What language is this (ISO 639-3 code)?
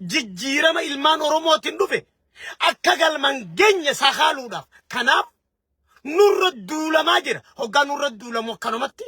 orm